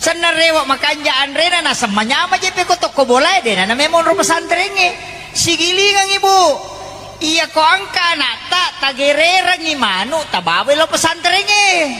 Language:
Buginese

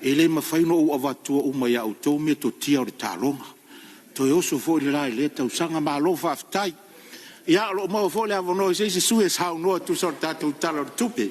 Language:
Samoan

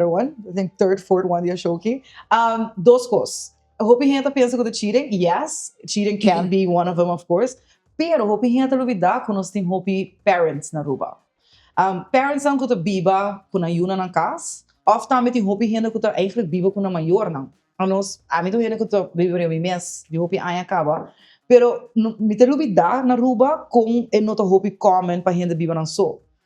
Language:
Papiamento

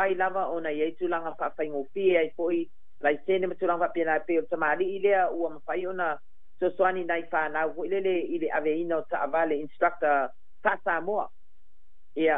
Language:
Samoan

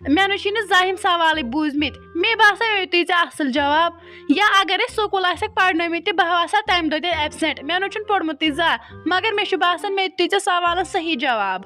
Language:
Kashmiri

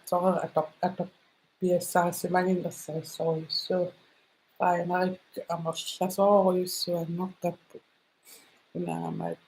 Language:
Kalaallisut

